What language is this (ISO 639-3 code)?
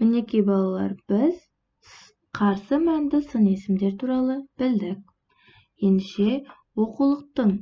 kaz